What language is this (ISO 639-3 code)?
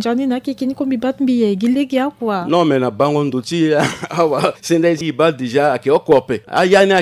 sag